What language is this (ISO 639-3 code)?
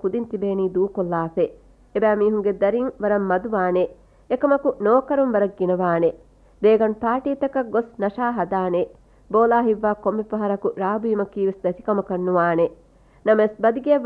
div